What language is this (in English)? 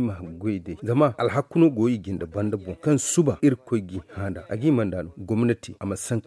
Zarma